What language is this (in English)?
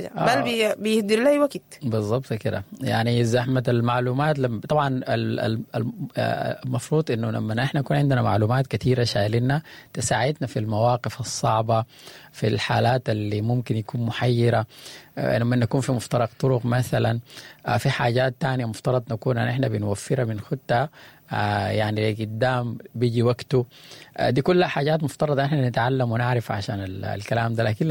Sudanese Arabic